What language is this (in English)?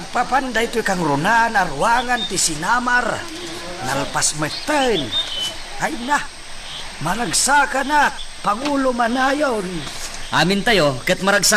Iloko